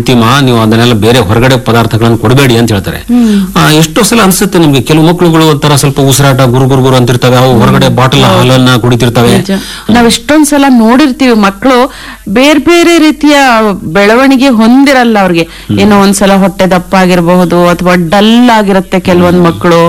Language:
Kannada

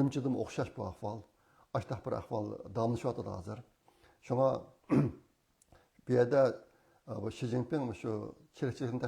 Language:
Uyghur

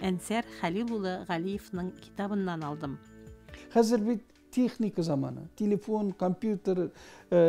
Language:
Tatar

